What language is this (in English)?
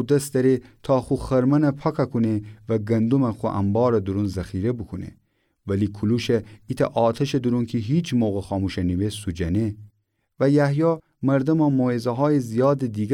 Gilaki